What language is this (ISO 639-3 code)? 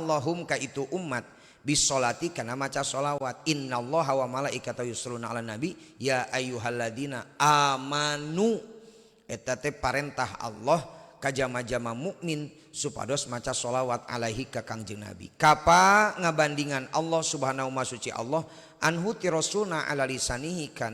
sun